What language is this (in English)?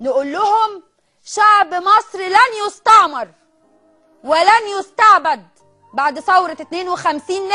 Egyptian Arabic